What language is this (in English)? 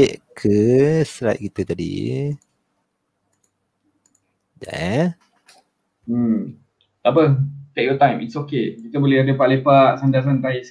Malay